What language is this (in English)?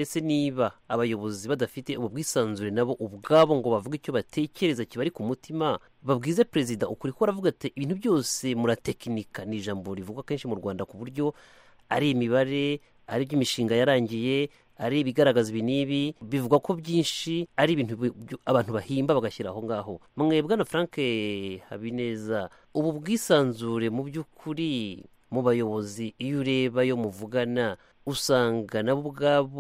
Kinyarwanda